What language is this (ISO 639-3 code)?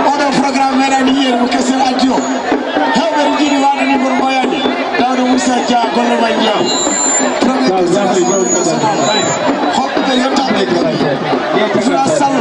ful